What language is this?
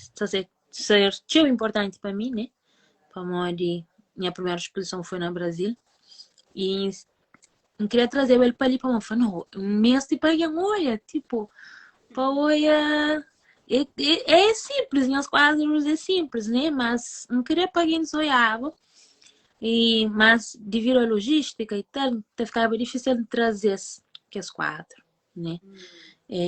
Kabuverdianu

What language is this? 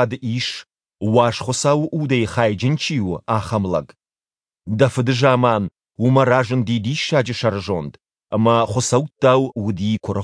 Ossetic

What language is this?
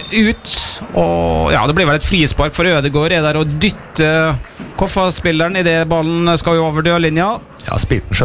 Norwegian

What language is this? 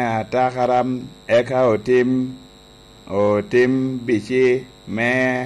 Lango (Uganda)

